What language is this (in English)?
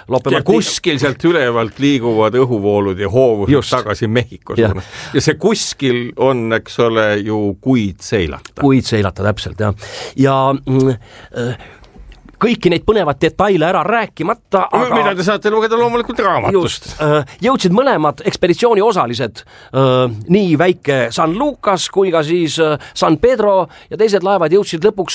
Estonian